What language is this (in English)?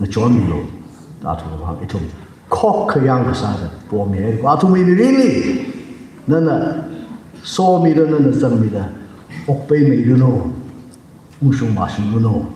Tangkhul Naga (India)